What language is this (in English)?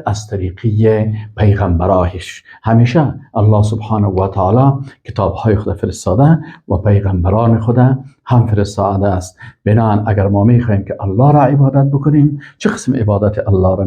Persian